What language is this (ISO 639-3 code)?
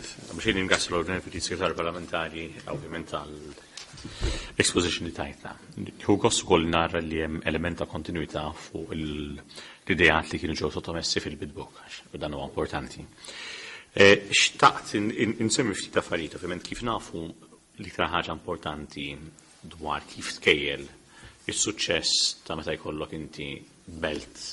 mlt